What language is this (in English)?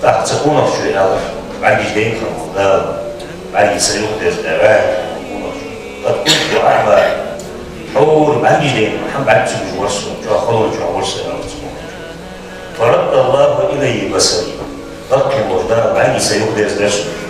Ingush